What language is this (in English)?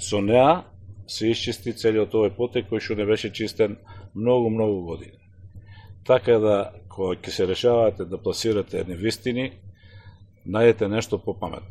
Macedonian